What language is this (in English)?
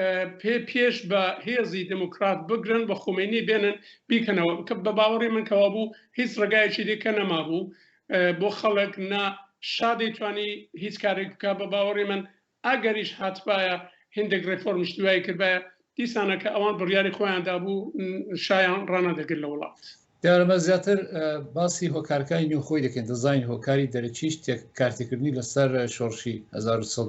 Central Kurdish